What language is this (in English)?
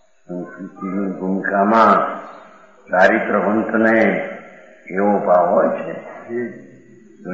Gujarati